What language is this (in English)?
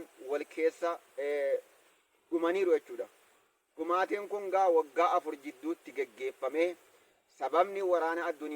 Oromo